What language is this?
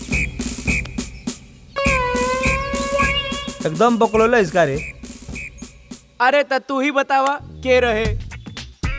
Bhojpuri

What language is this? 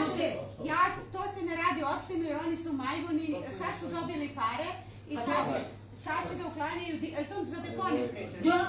Serbian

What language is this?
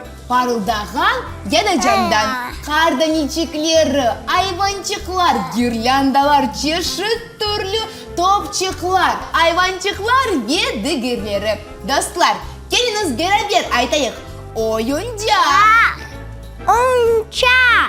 Crimean Tatar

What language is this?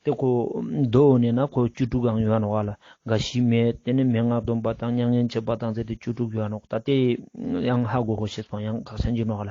Ladakhi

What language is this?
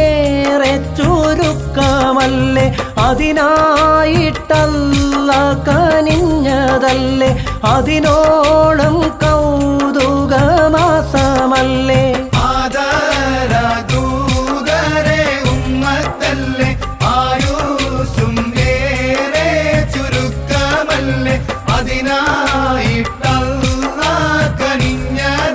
Malayalam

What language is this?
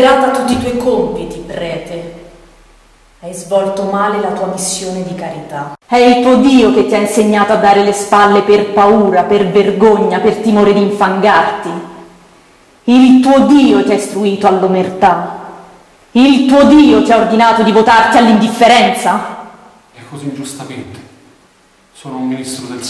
Italian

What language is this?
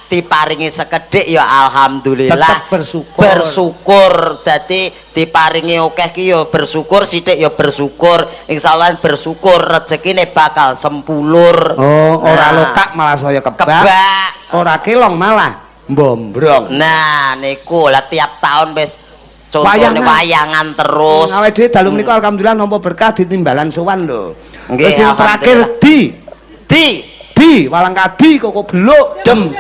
Javanese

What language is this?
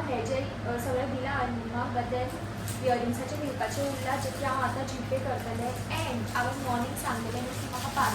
Konkani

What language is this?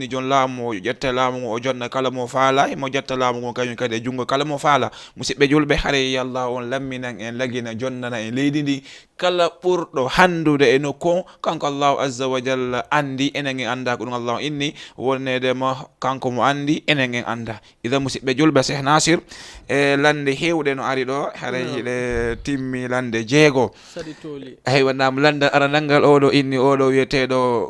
Fula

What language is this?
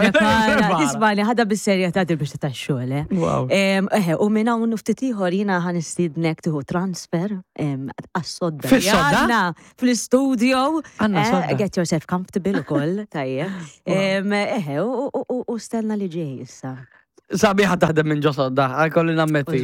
Maltese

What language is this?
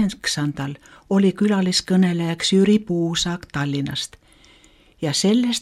Estonian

